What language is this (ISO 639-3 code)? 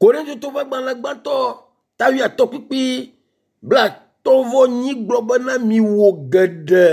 ewe